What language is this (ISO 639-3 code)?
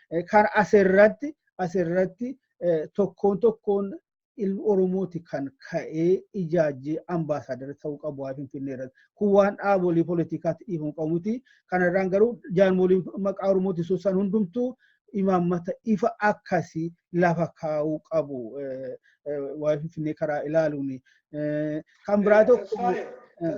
orm